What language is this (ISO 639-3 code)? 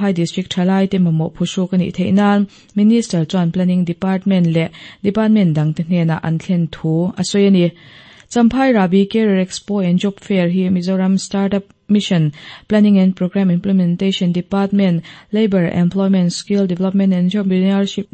lus